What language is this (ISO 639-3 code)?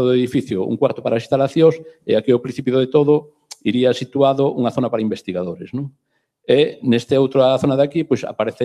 glg